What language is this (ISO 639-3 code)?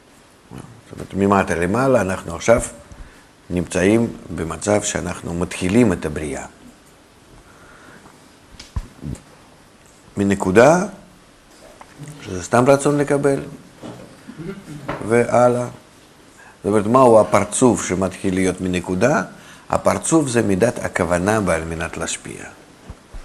heb